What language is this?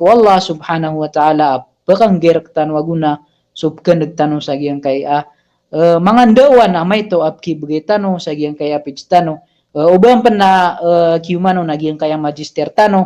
Maranao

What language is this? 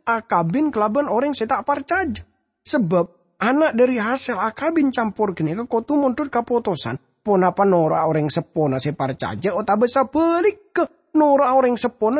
Madurese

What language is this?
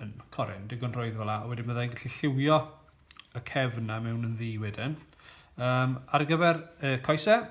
Welsh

